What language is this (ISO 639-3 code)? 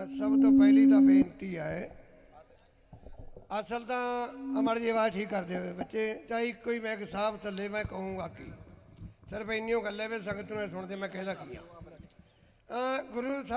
pan